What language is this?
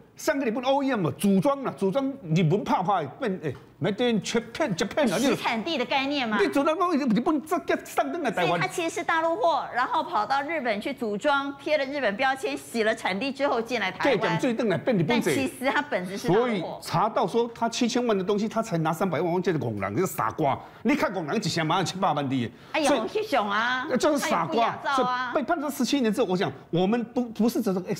Chinese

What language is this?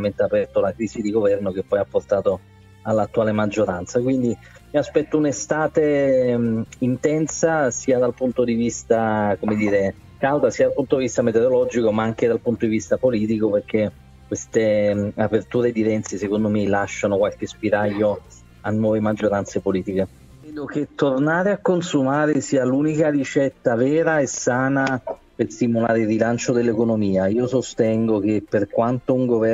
Italian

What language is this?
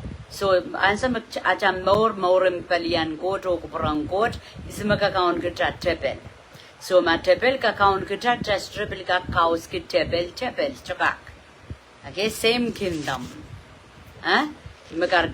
Pohnpeian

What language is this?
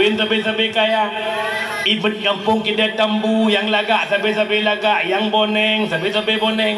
Achinese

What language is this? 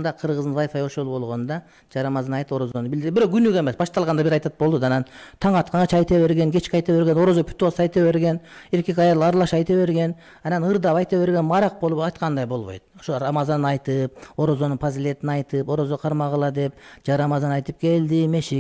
Kyrgyz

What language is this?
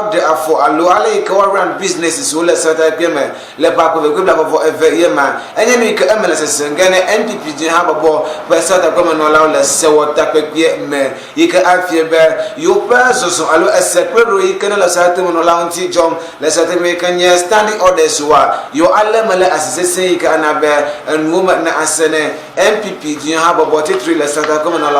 Ewe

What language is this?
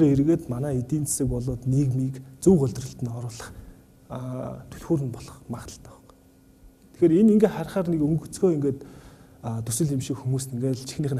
Mongolian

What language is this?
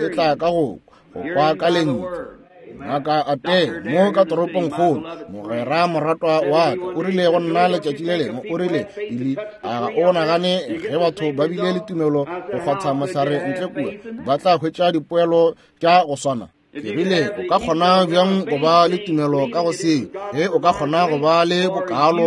Northern Sotho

